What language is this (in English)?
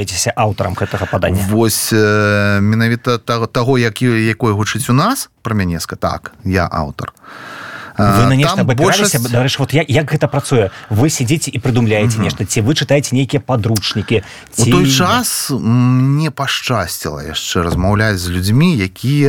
Belarusian